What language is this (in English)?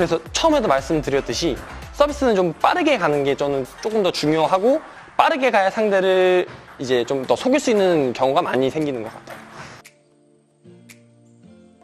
Korean